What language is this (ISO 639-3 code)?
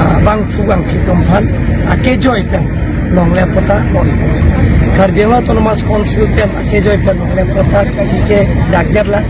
mjw